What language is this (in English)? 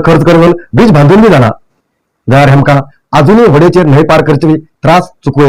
Konkani